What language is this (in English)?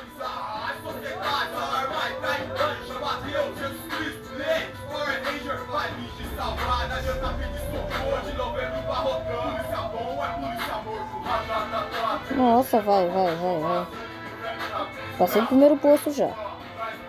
Portuguese